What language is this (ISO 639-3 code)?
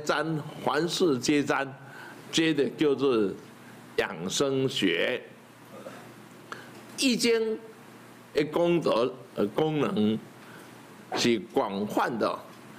zho